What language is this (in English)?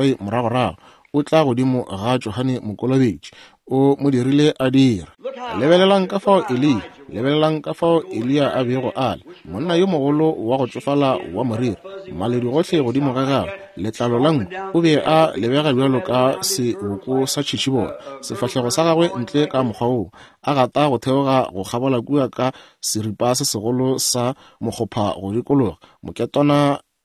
Northern Sotho